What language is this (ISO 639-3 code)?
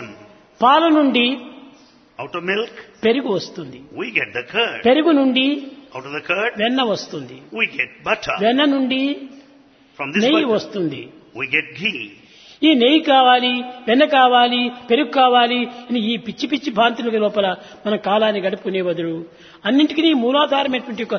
tel